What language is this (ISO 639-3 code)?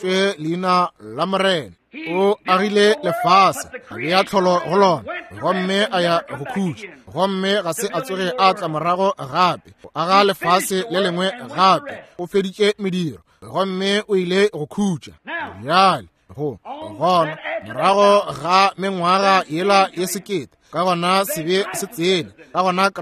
nso